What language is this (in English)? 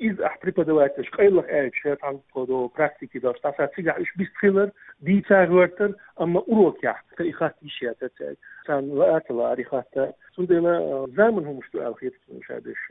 Chechen